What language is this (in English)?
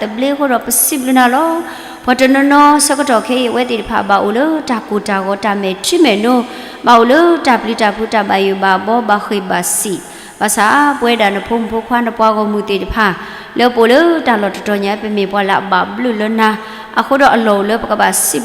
S'gaw Karen